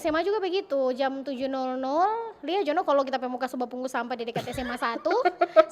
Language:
Manado Malay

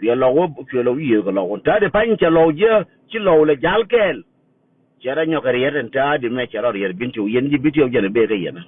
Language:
Nuer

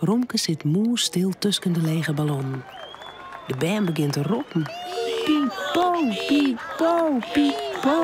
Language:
Western Frisian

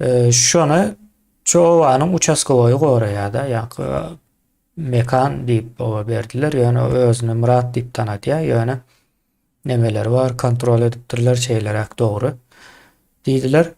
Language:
Turkmen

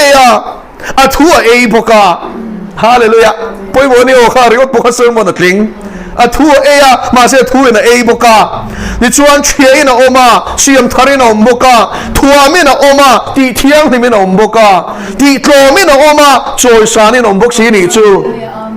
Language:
Mizo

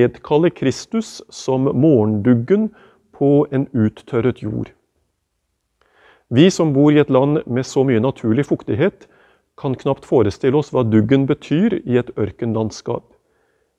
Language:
Norwegian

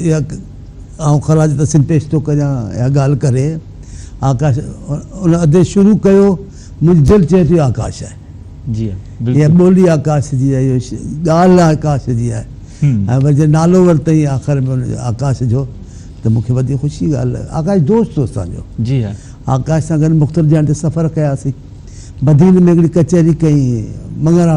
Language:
Sindhi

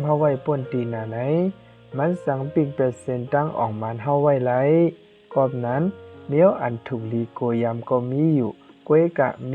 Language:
Shan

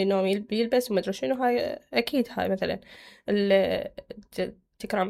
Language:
Mesopotamian Arabic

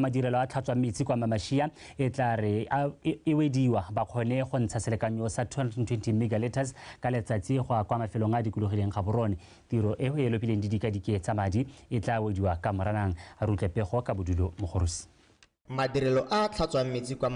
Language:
Tswana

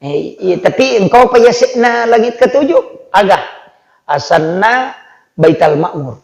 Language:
Buginese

